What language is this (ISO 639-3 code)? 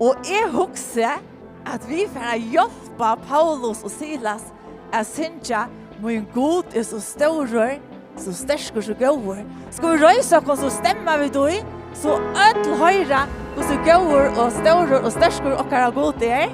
fao